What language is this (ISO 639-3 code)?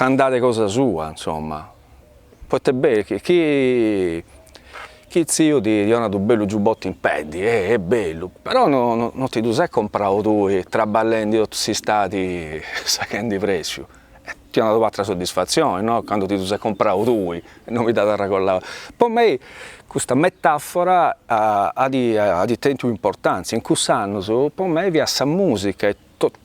srd